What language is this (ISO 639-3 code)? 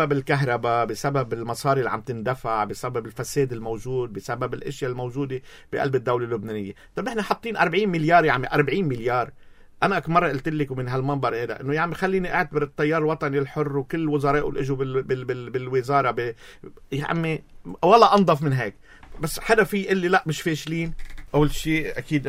apc